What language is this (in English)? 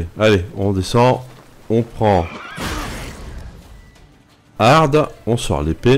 French